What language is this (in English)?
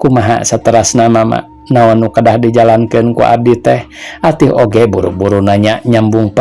Sundanese